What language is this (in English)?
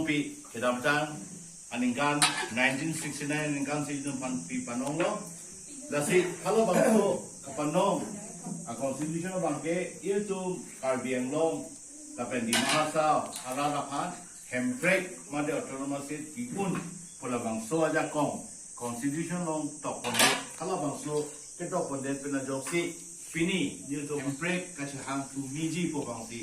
Karbi